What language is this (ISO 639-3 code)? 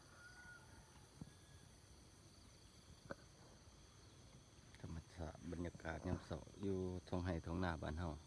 lao